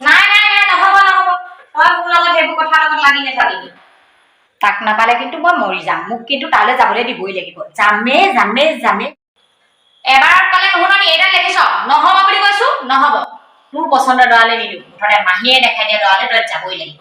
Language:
Assamese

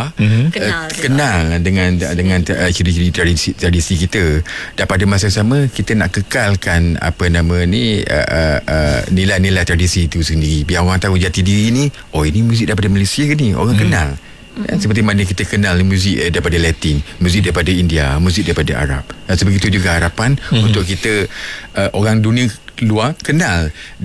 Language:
Malay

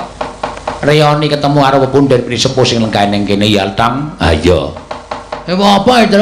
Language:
Javanese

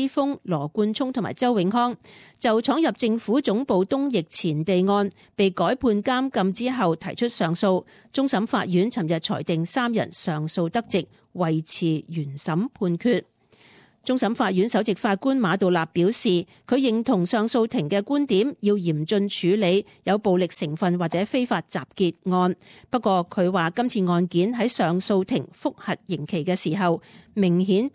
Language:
Cantonese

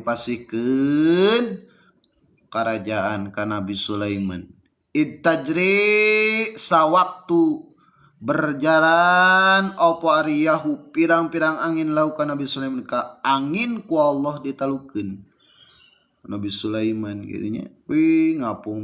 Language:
Sundanese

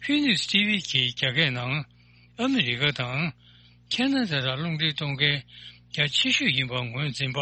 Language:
Tibetan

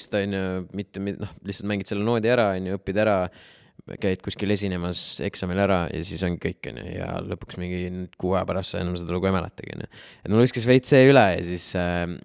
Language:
Estonian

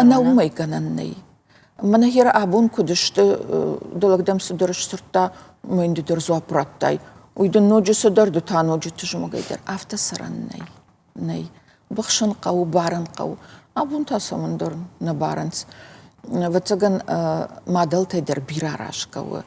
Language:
Ossetic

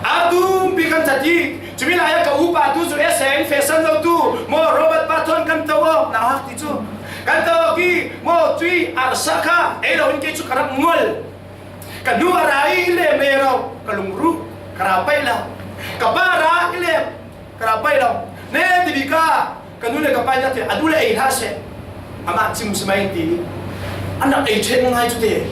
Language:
Falam Chin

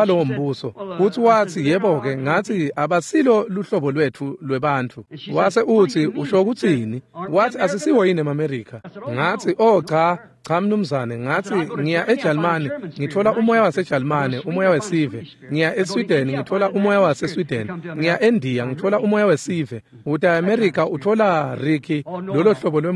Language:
Swati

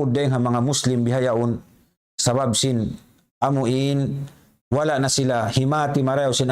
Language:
Tausug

